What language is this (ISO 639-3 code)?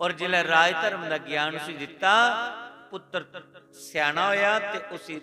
doi